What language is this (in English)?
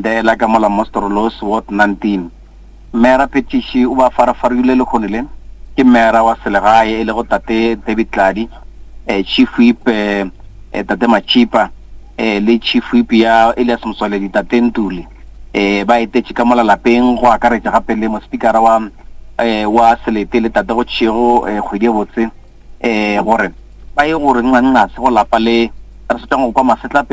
Northern Sotho